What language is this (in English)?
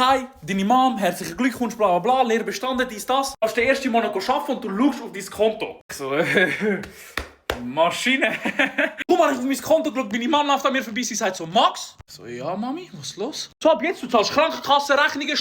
Swiss German